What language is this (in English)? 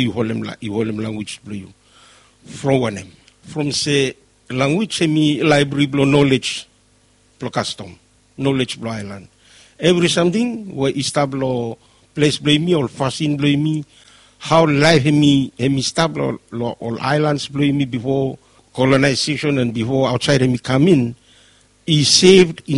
Bislama